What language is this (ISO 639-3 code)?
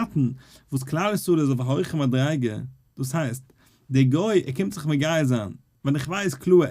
yid